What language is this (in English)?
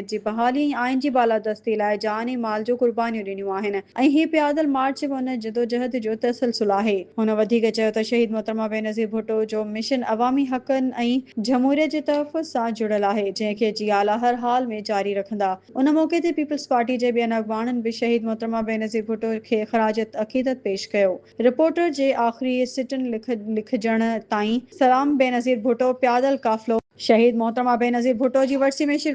Sindhi